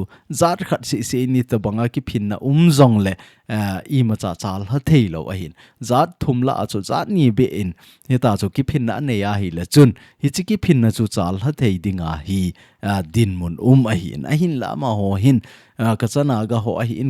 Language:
Thado Chin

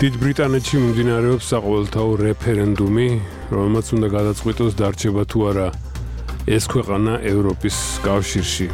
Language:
Georgian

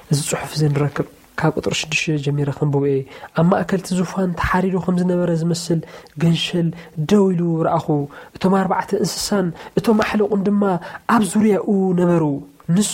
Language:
Tigrinya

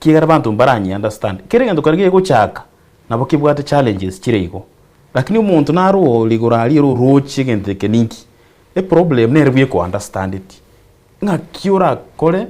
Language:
Gusii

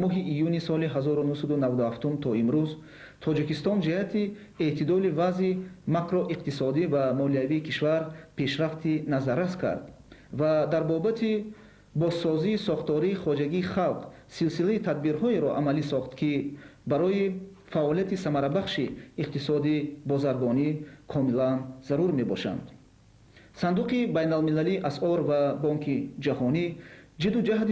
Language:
Tajik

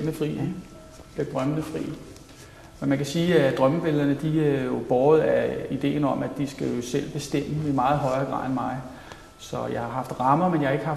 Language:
Danish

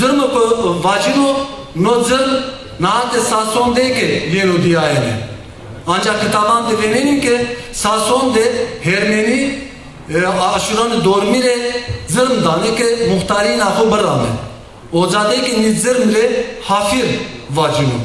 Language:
Zaza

